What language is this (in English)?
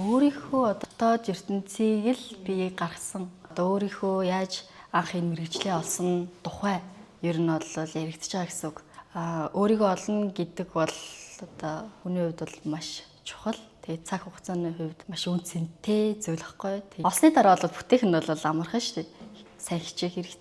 Mongolian